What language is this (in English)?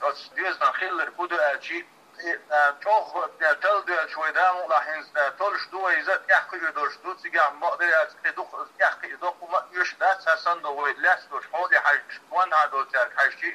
Chechen